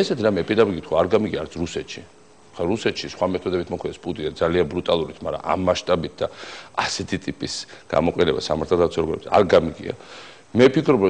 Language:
Georgian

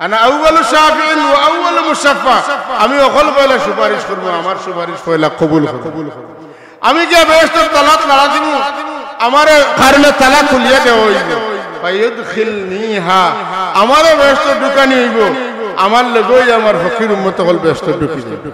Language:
Sylheti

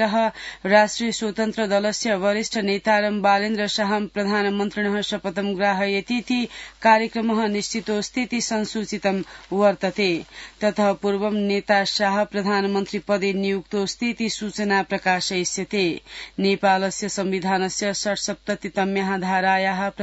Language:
Sanskrit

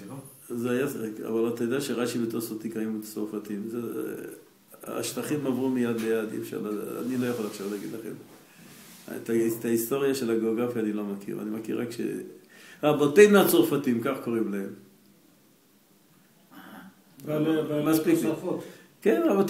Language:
Hebrew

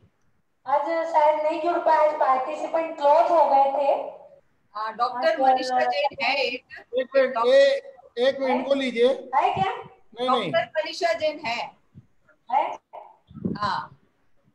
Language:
Hindi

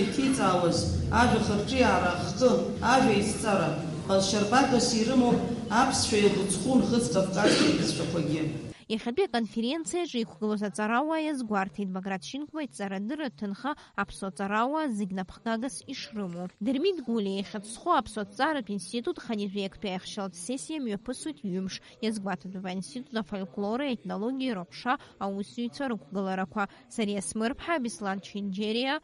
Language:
Abkhazian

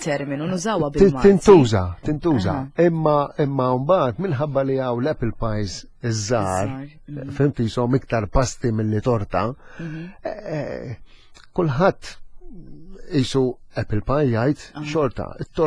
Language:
Maltese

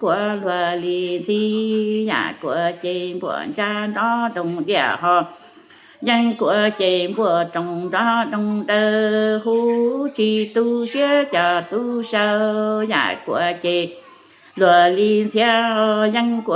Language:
Hmong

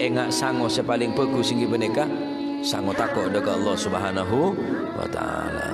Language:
Madurese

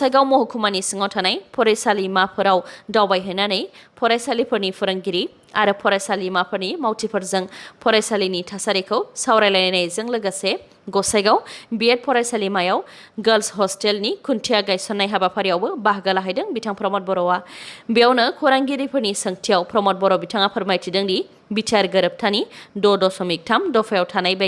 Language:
Bodo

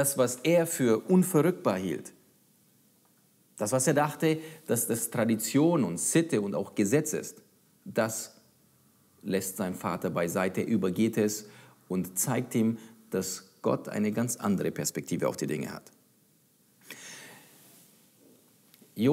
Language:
German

